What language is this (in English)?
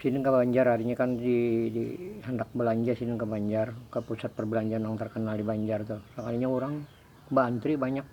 Banjar